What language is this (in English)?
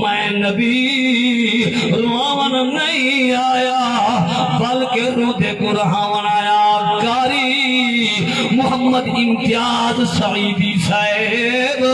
Saraiki